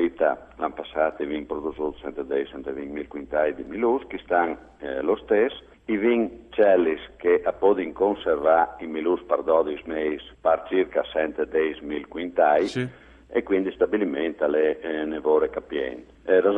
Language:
Friulian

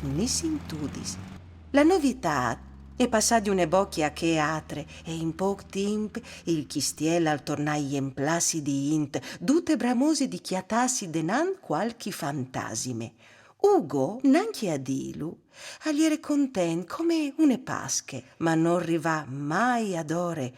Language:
Friulian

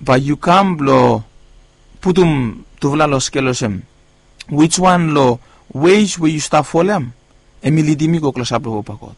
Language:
Bislama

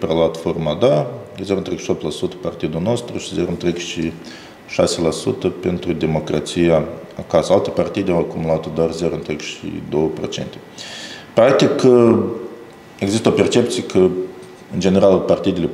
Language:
Romanian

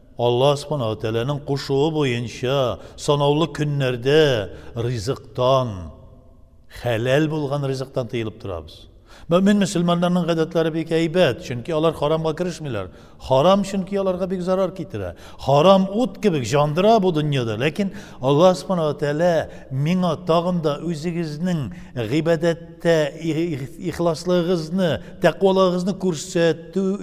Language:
Tatar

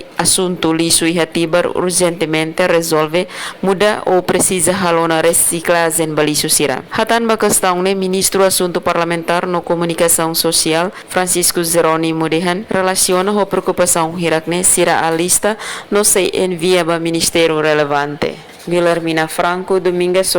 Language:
Tetum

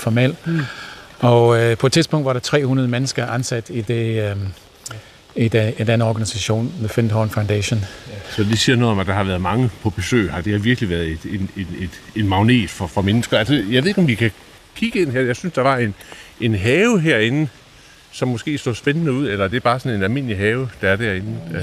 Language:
Danish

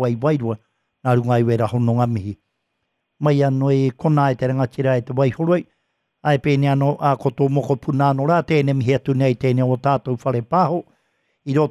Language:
Māori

